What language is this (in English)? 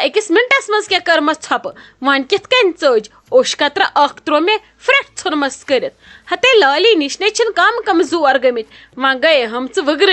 Kashmiri